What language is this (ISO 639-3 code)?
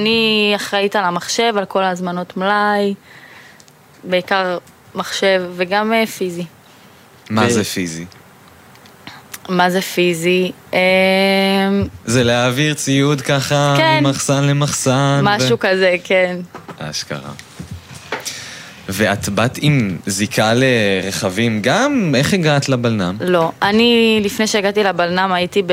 heb